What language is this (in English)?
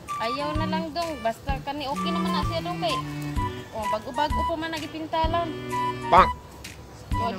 Cebuano